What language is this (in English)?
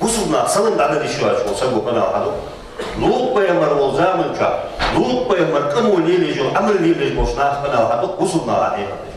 Ingush